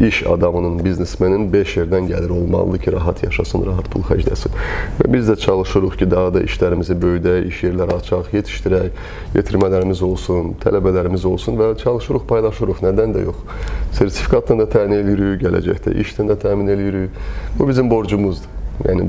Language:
Azerbaijani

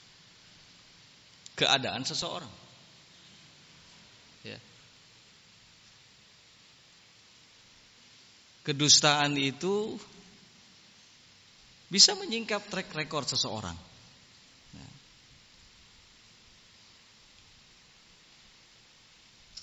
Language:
Indonesian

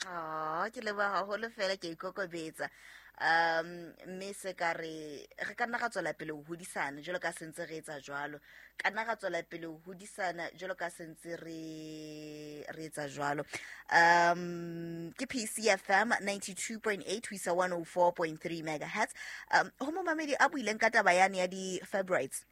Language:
Southern Sotho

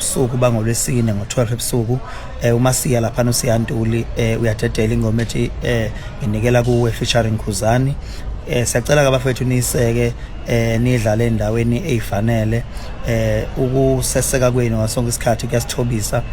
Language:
Zulu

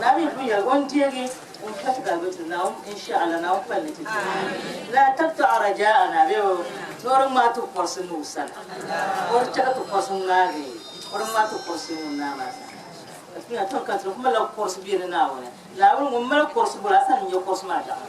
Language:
Dagbani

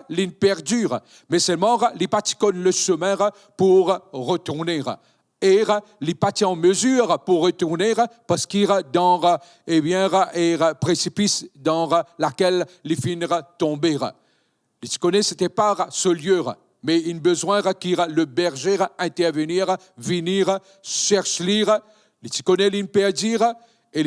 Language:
Morisyen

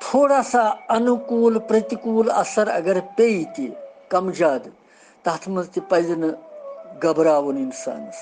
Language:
Kashmiri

